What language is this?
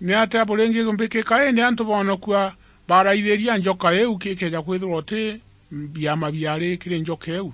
Meru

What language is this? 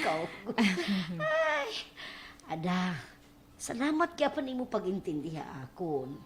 Waray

